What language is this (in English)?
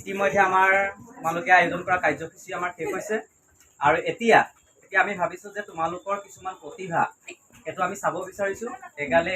Assamese